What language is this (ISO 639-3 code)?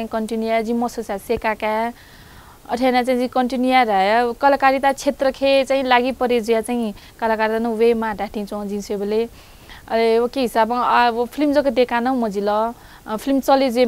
new